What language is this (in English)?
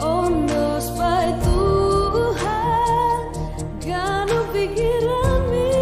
Batak Simalungun